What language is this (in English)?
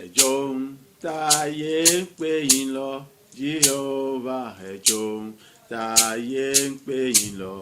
Yoruba